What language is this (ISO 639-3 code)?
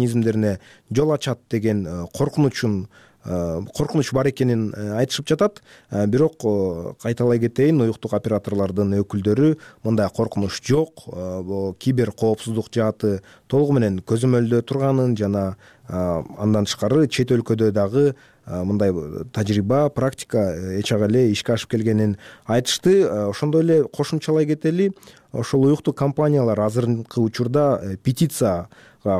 kir